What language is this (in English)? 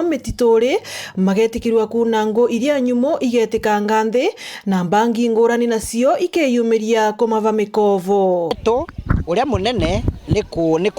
Meru